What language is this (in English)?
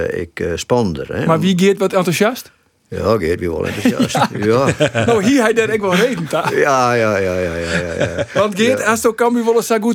Western Frisian